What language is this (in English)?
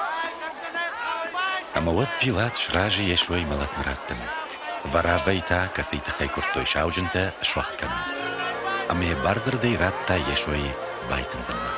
Ossetic